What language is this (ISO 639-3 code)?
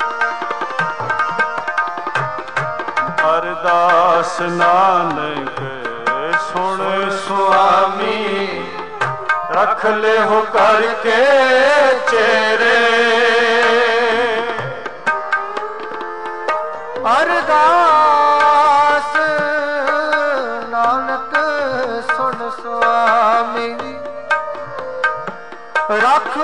pan